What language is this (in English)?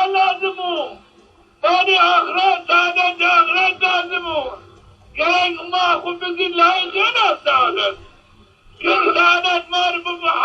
Zaza